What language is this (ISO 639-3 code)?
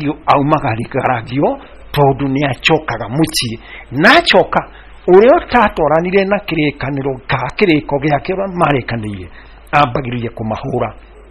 kik